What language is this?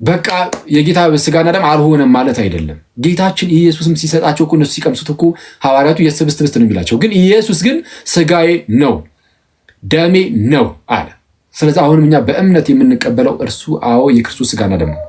Amharic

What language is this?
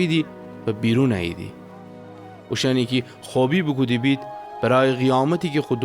Gilaki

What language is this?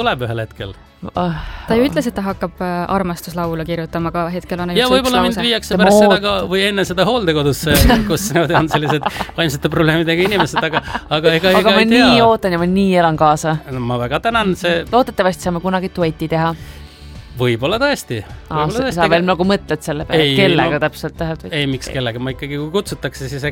Estonian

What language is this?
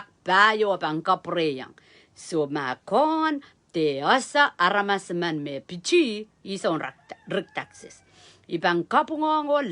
Pohnpeian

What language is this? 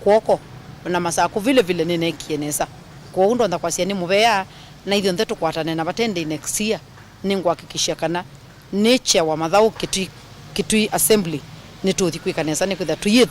Kamba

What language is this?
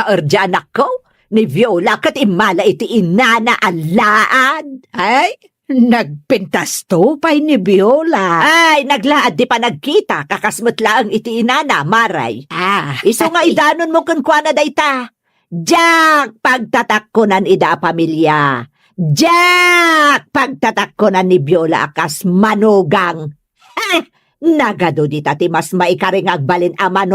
Iloko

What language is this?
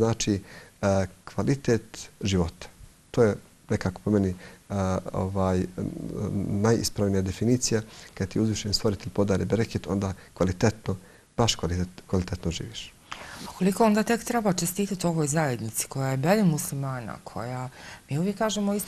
Bosnian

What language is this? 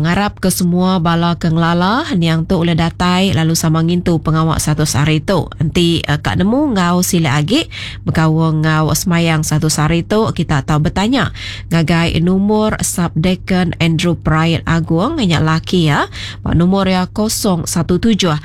Iban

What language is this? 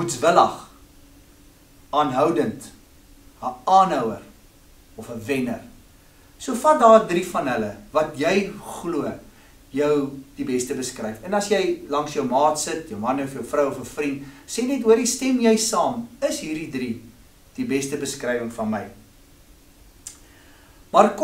Afrikaans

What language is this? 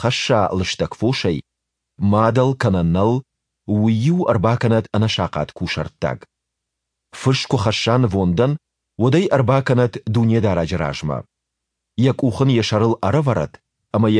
Ossetic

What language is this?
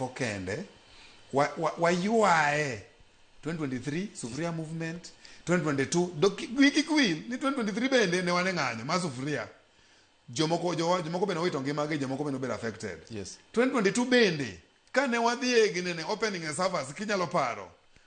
Luo (Kenya and Tanzania)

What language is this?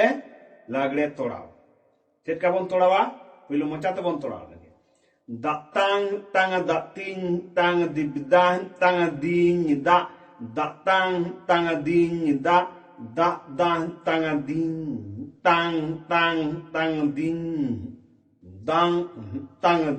Santali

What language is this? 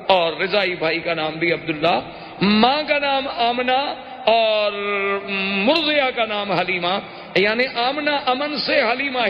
Urdu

